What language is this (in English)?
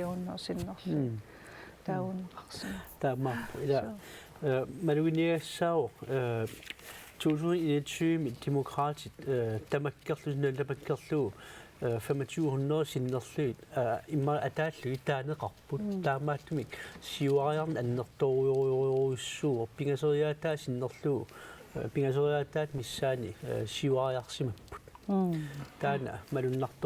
Kalaallisut